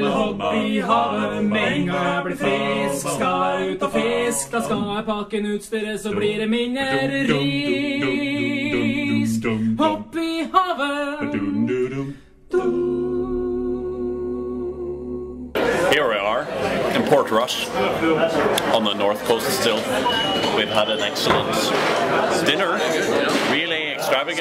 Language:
Norwegian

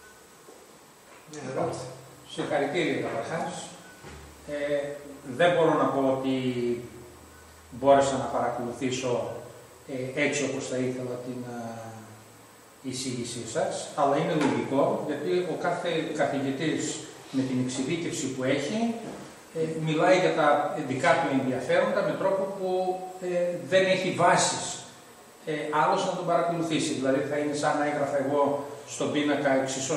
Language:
Greek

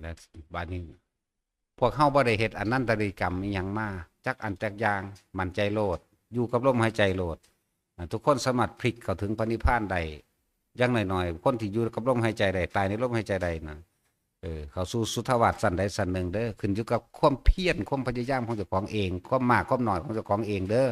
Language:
Northeastern Thai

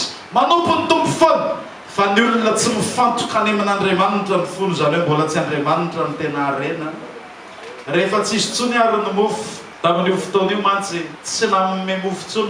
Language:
Malagasy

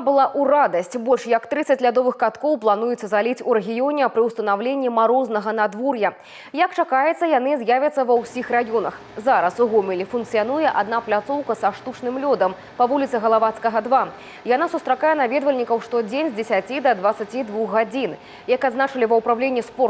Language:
Belarusian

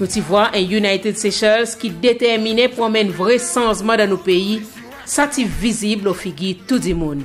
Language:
Seselwa Creole French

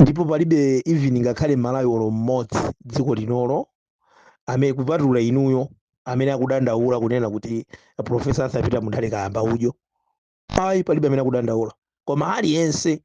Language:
Nyanja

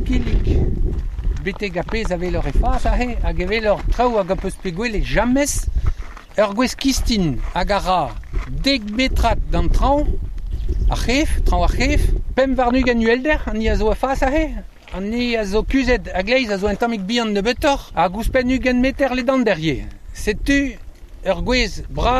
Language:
Breton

